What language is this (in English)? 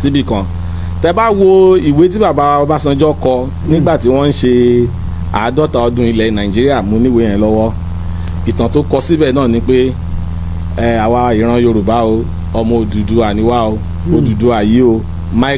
Yoruba